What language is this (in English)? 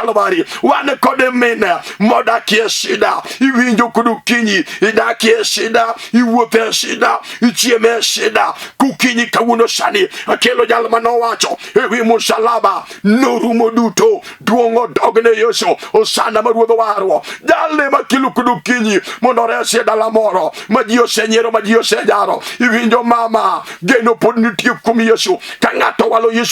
Luo (Kenya and Tanzania)